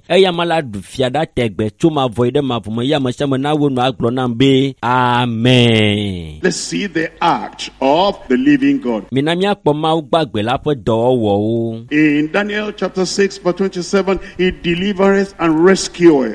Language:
Ewe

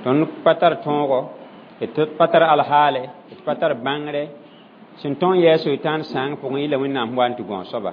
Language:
Mossi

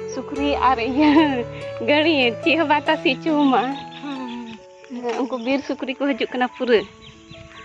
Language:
Santali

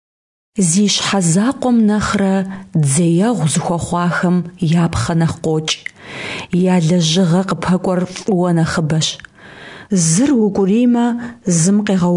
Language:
Kabardian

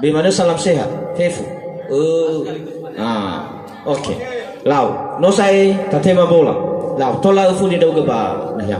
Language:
Nias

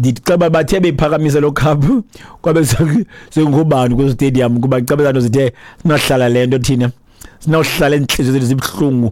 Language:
Xhosa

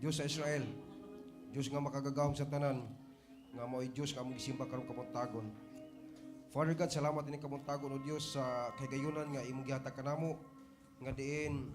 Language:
Cebuano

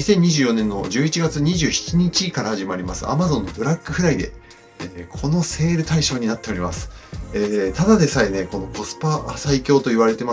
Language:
Japanese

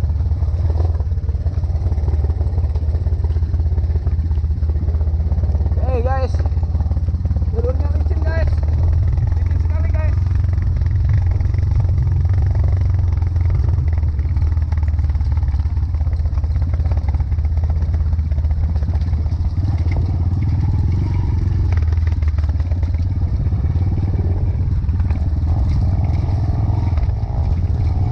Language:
Indonesian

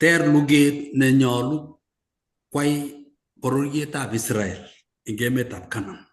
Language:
Kalenjin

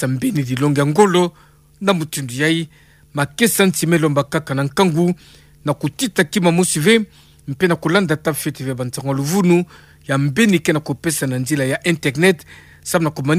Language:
Kituba (Democratic Republic of Congo)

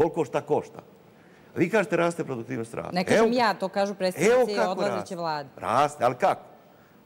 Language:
Serbian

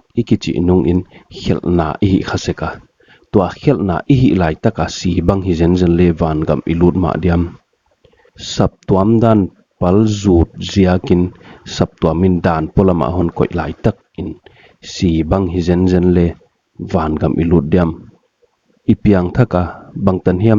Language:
Paite Chin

